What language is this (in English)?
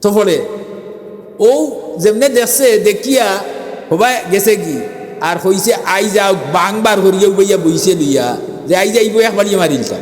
Sylheti